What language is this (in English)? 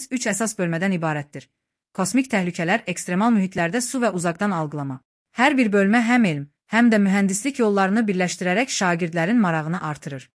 Azerbaijani